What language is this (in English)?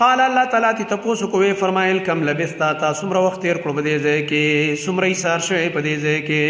Pashto